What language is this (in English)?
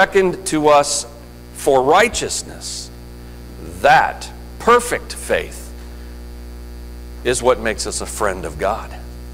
English